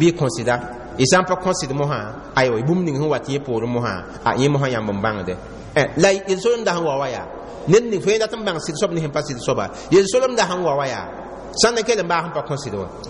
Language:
Mossi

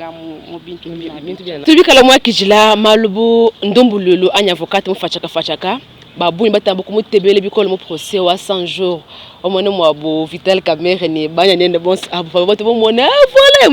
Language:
Luba-Lulua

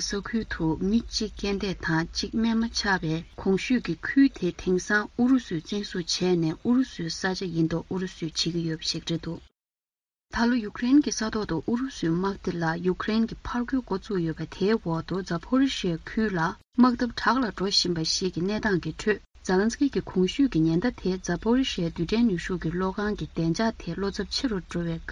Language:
Tibetan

